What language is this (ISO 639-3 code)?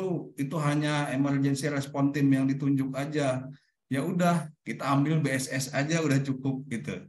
ind